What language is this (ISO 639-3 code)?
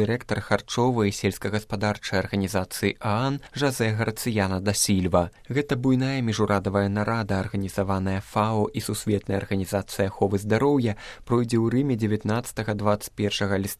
bel